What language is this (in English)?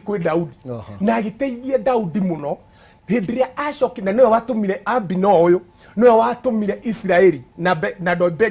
Kikuyu